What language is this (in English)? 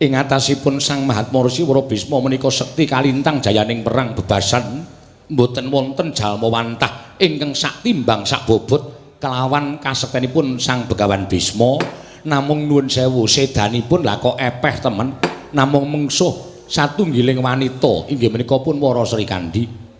Javanese